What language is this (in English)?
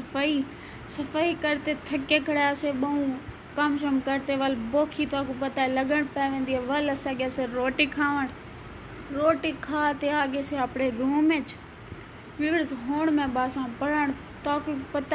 Saraiki